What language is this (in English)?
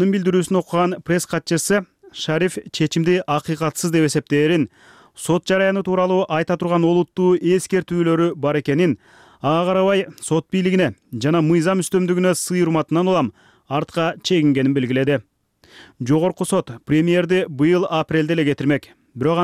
Kyrgyz